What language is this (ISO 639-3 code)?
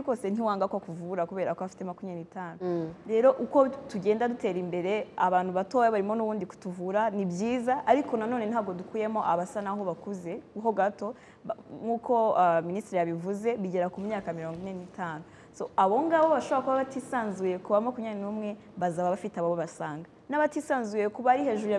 kin